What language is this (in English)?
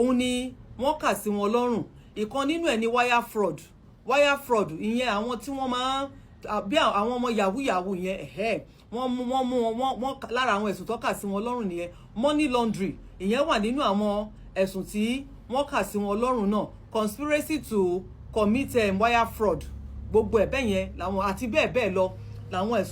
Yoruba